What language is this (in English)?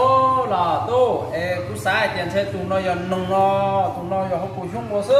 Hmong